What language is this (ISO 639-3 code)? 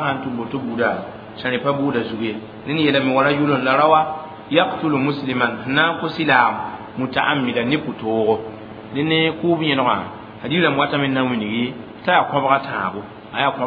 mos